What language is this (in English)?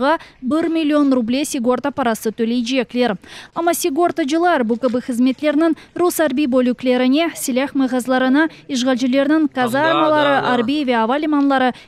Crimean Tatar